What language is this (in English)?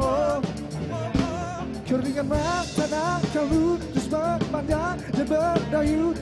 Indonesian